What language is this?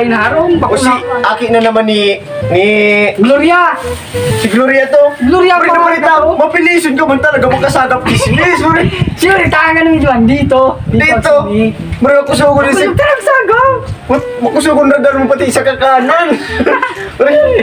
Bikol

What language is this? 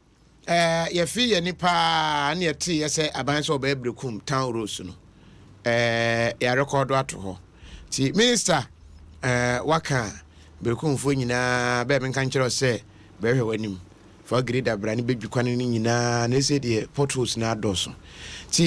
Akan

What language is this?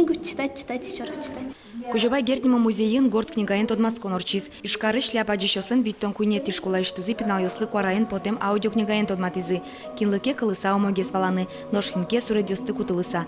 Udmurt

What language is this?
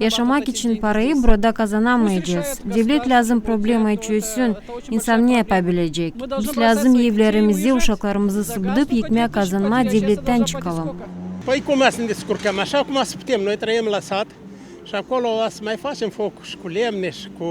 Gagauz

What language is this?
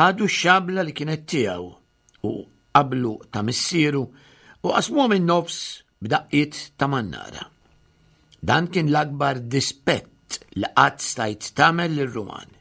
Maltese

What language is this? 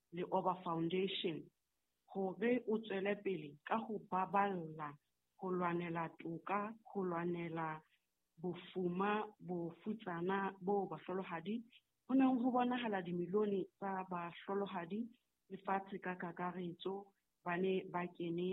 Southern Sotho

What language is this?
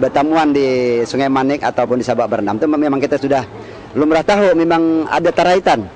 Banjar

